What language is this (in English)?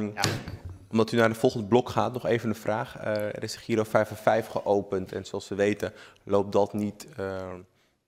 Dutch